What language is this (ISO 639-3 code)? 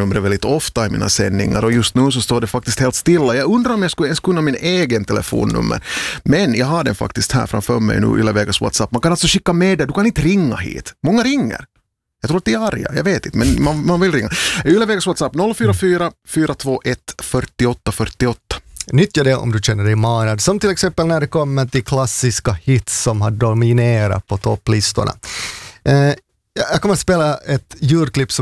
swe